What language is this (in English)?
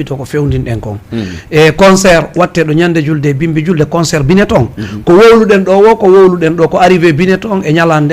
Fula